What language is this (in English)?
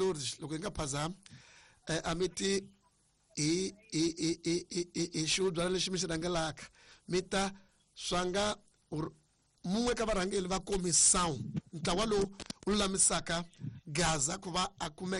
Tsonga